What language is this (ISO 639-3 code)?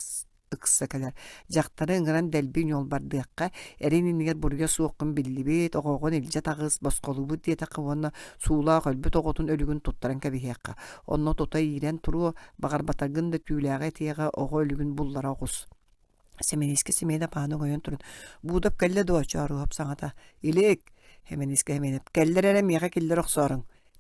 sah